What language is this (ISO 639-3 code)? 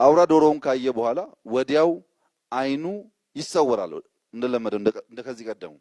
amh